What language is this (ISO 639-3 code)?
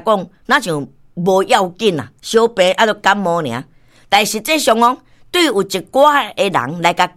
nan